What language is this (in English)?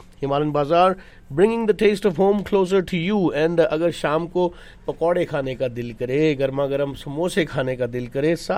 Hindi